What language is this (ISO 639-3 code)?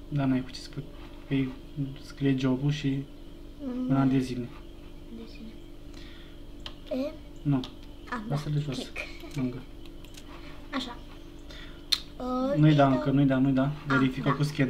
ron